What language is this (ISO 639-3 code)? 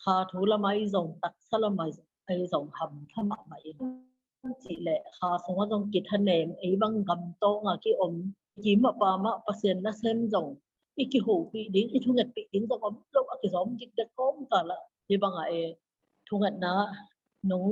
ctd